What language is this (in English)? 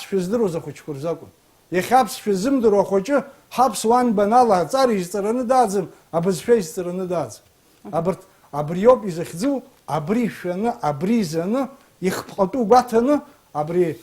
Abkhazian